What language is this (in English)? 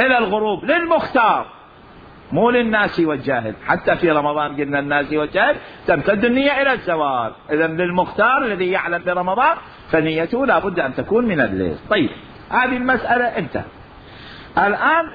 Mesopotamian Arabic